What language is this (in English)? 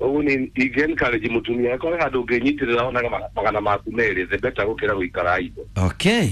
Kikuyu